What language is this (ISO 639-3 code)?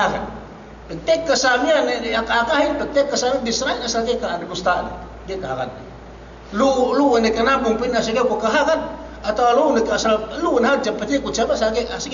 yka